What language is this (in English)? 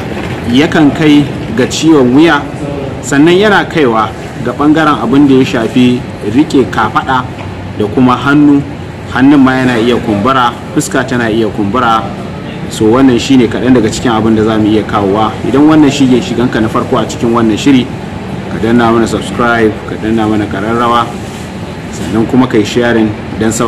Hausa